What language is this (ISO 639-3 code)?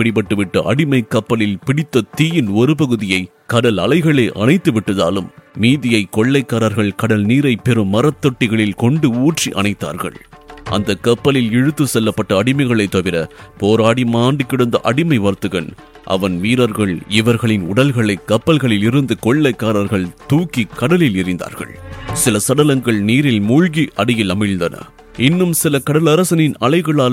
tam